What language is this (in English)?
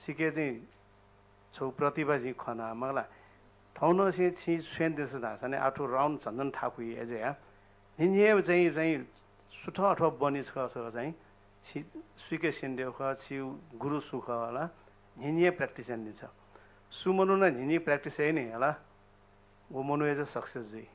Newari